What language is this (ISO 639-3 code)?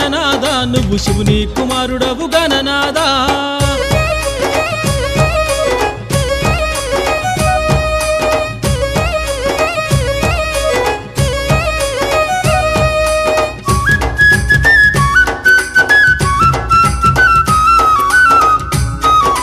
tel